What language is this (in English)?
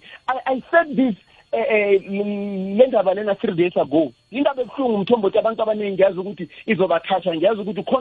South Ndebele